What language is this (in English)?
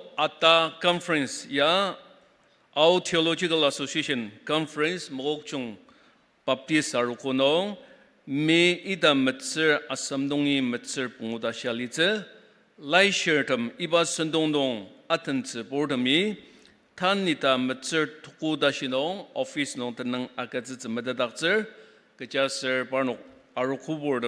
Ao Naga